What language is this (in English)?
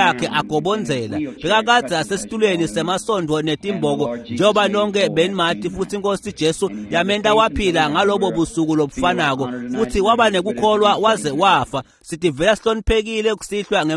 Swati